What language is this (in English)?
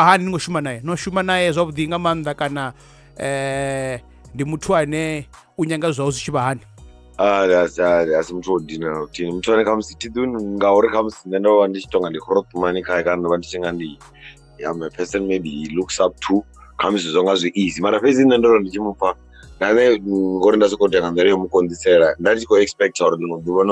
Venda